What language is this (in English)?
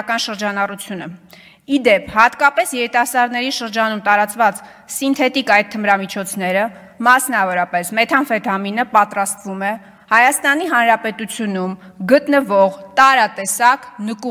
Armenian